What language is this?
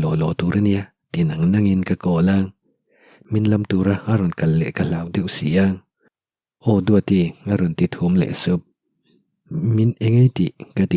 Mizo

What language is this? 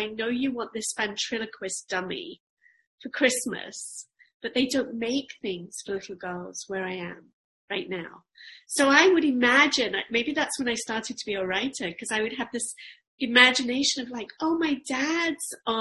English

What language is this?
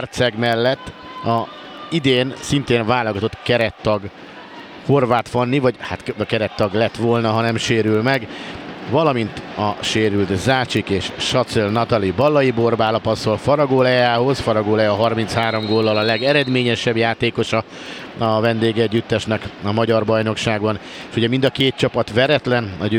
Hungarian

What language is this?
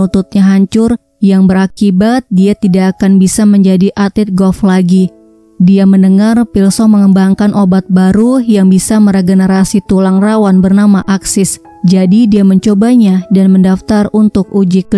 Indonesian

